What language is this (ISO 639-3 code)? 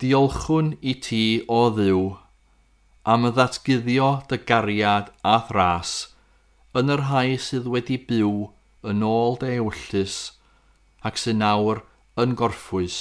cym